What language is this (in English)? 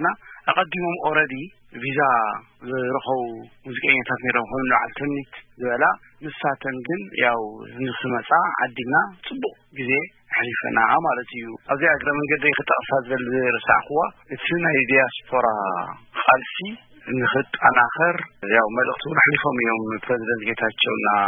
Tigrinya